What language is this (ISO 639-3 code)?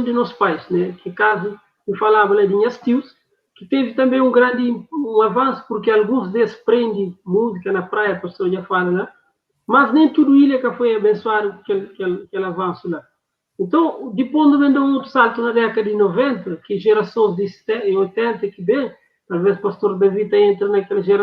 kea